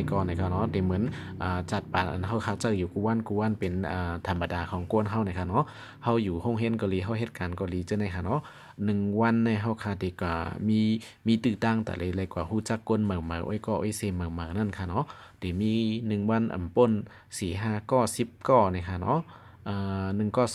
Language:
Shan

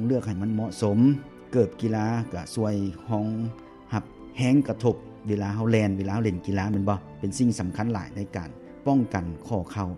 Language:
Lao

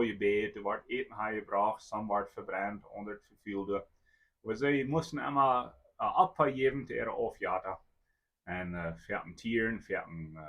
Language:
Plautdietsch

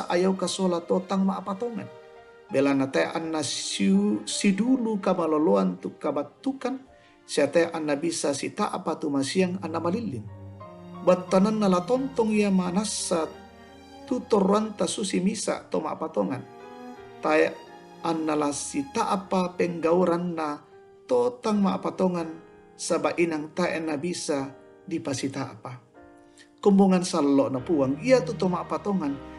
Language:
Toraja-Sa'dan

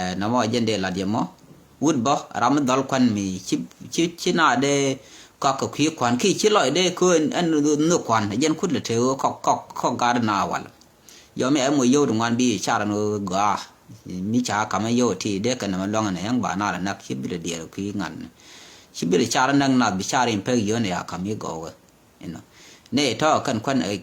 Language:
Nuer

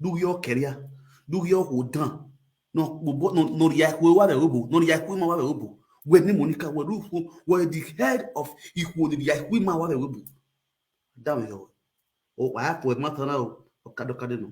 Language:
Nigerian Pidgin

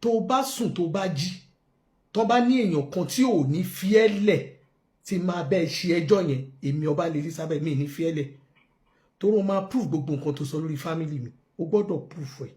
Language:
Yoruba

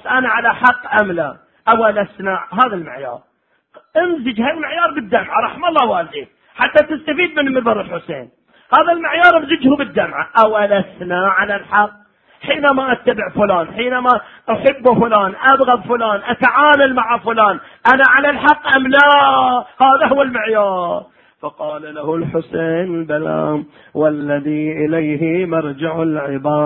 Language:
Arabic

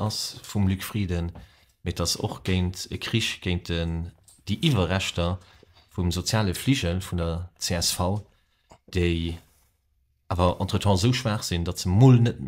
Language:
Luxembourgish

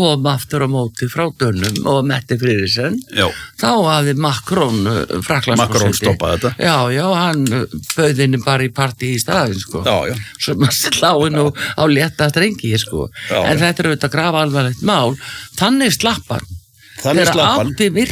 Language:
Icelandic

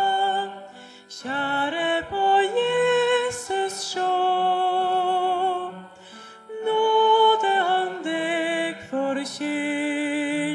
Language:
Norwegian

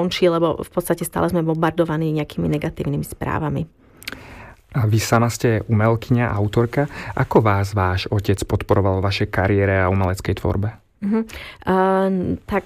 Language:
Slovak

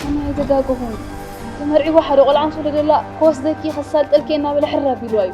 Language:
Tigrinya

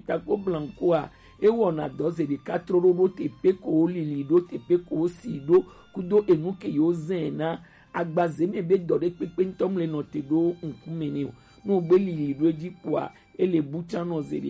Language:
Gen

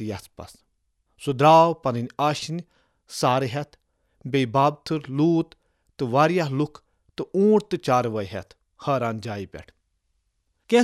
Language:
Kashmiri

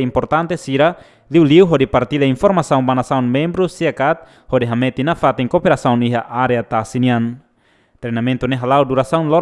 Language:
Tetum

